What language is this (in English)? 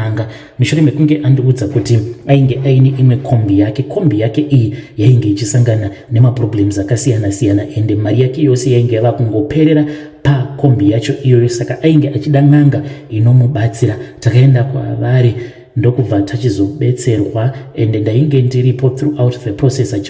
Shona